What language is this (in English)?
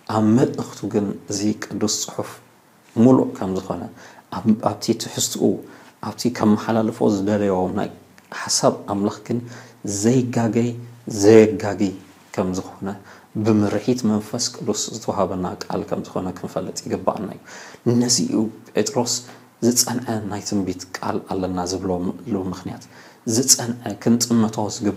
Tigrinya